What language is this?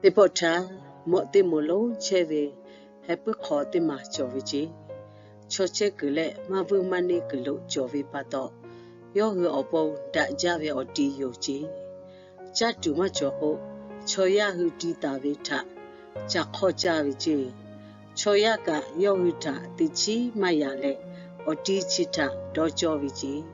Lahu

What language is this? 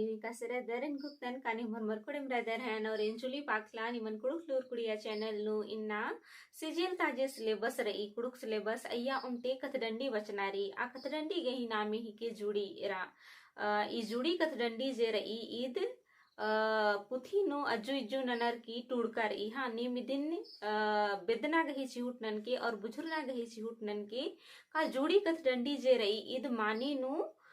Kurukh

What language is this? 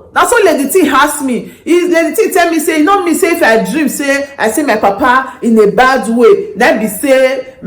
Nigerian Pidgin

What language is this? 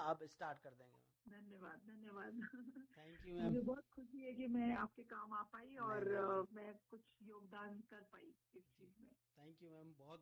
Hindi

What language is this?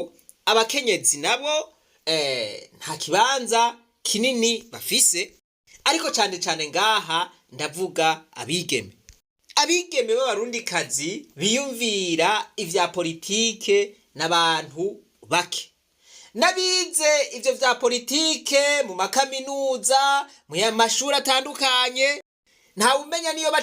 Rundi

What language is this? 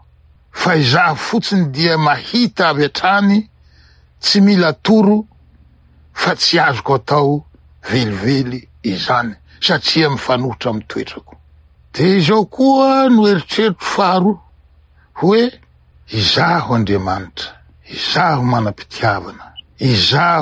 Malagasy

